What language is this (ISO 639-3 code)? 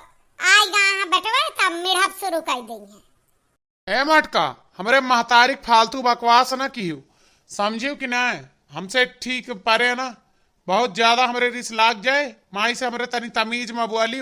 awa